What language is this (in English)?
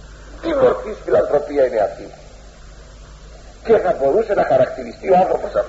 Greek